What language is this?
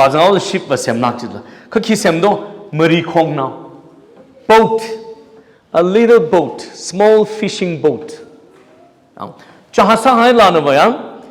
Tangkhul Naga (India)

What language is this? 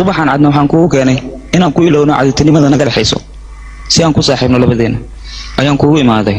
Somali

